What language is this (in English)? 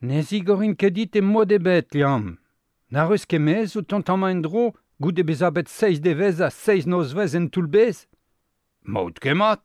Breton